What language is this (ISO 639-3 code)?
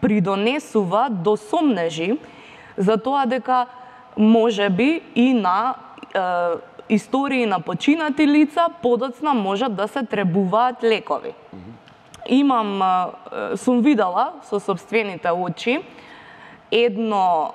mkd